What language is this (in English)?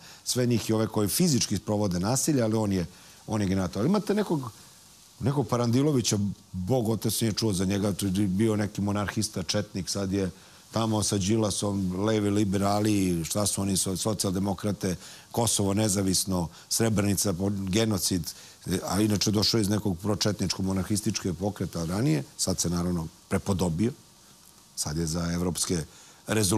Serbian